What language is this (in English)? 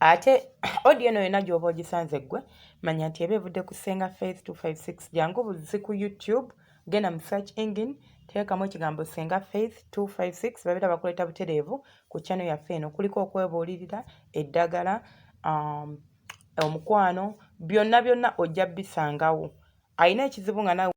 Ganda